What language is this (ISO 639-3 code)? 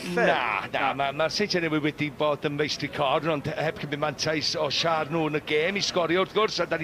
cym